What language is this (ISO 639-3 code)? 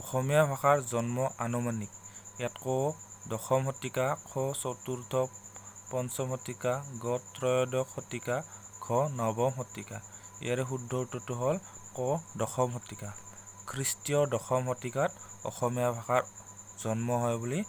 asm